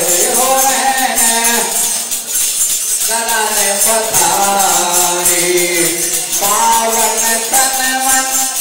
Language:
Hindi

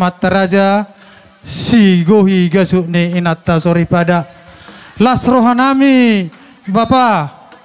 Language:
Batak Toba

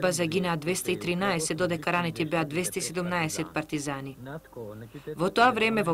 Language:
Macedonian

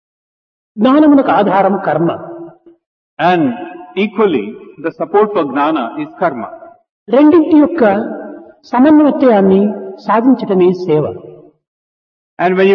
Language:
Telugu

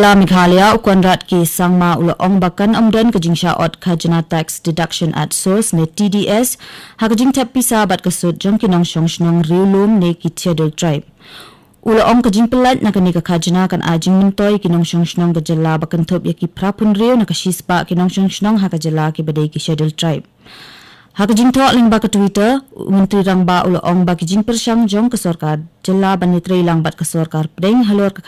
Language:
Khasi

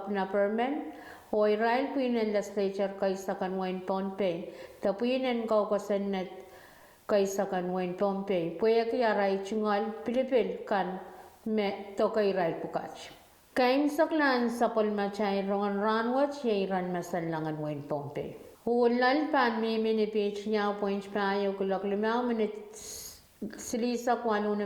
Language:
Pohnpeian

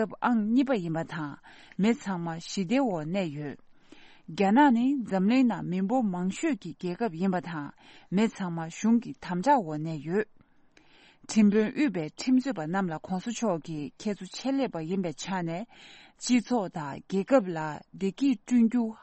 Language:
Tibetan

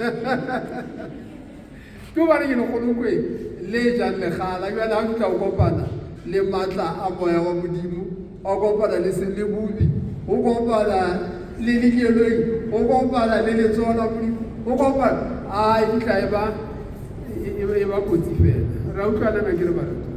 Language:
Southern Sotho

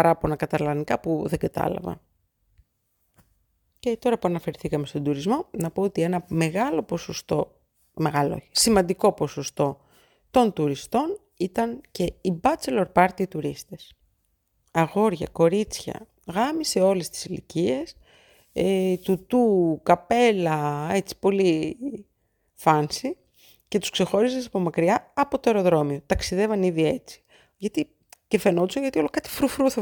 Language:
Greek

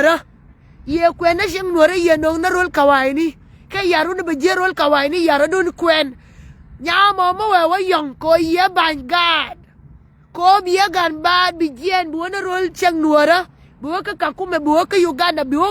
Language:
Nuer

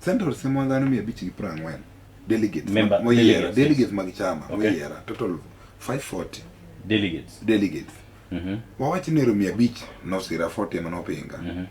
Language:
Luo (Kenya and Tanzania)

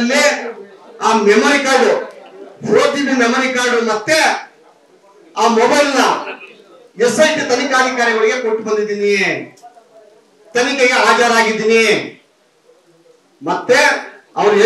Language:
Kannada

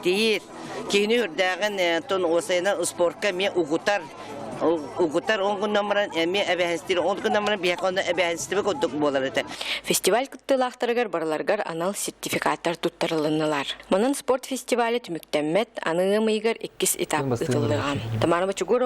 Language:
Yakut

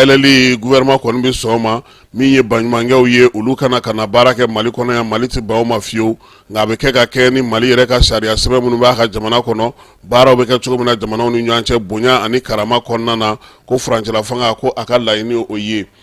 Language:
Bambara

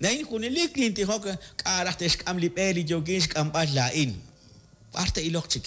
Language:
Kekchí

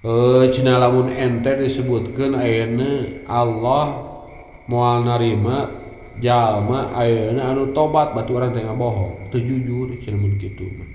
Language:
Sundanese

